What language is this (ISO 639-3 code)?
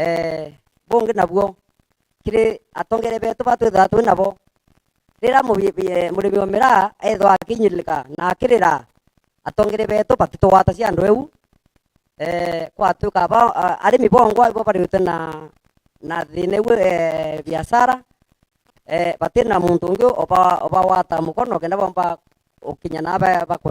mer